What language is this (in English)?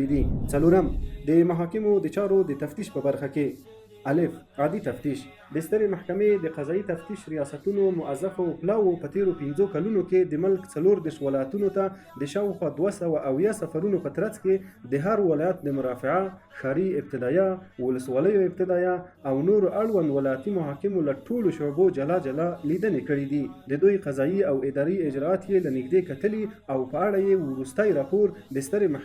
Pashto